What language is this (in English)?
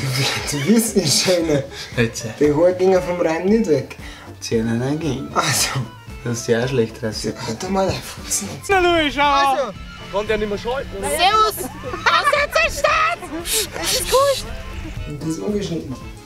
Bavarian